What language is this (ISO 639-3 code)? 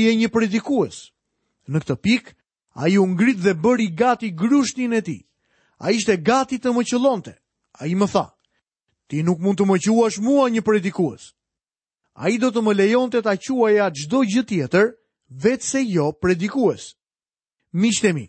sqi